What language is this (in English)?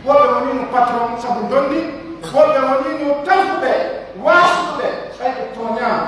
Pular